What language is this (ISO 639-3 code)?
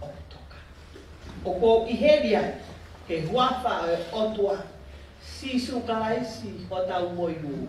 ton